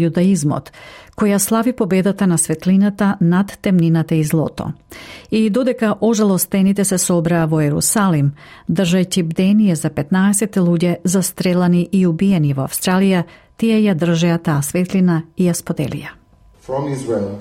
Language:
Macedonian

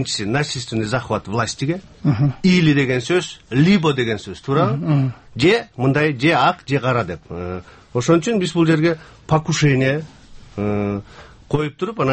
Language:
Kyrgyz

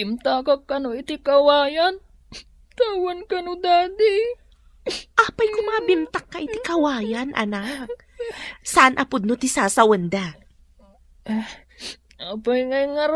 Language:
Iloko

